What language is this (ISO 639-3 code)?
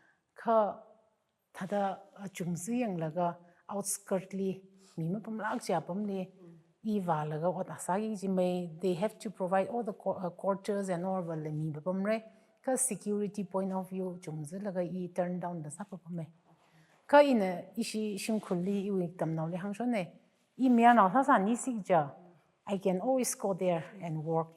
nmf